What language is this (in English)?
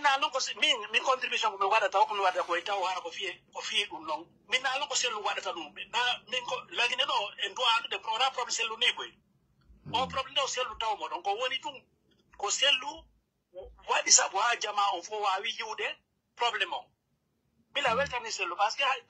Pular